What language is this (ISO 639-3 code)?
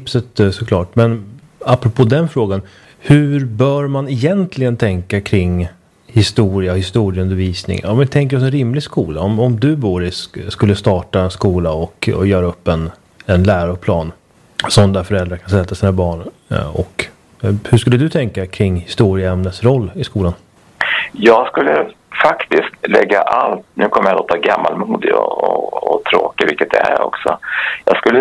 swe